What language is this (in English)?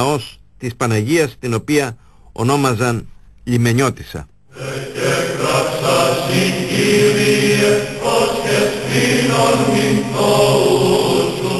Greek